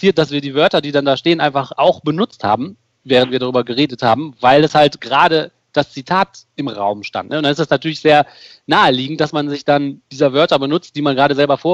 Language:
German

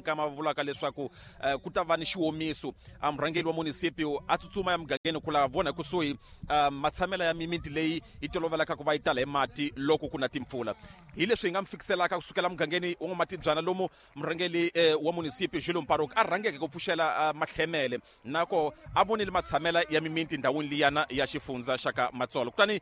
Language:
Tsonga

